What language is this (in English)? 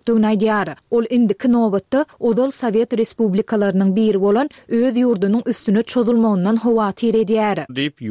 Turkmen